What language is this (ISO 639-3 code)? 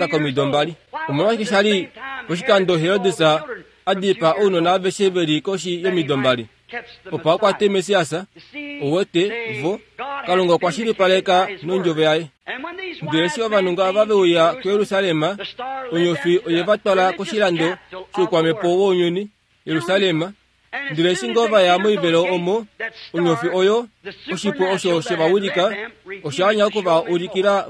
kua